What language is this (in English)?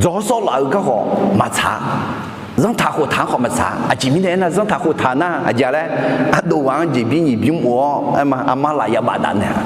Akha